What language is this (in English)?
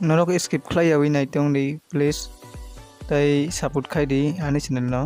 Kok Borok